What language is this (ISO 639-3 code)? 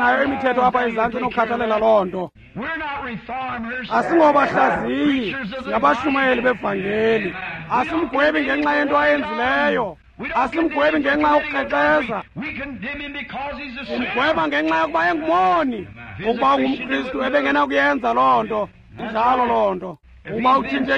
xho